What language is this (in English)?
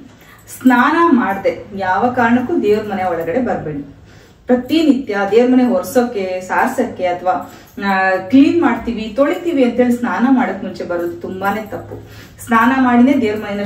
Kannada